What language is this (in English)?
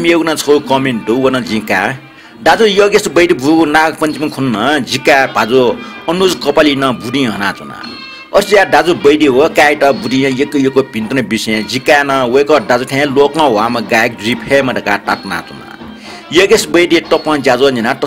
Newari